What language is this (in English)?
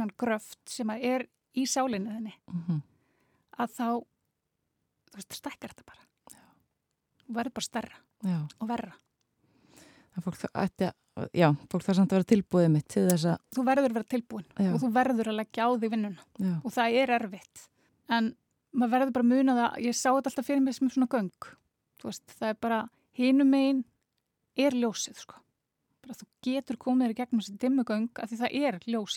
Icelandic